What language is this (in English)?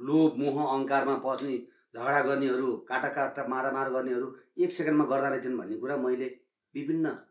Nepali